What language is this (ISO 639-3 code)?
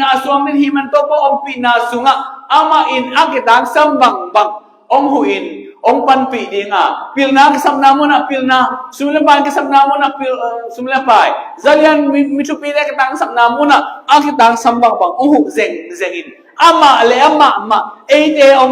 ctd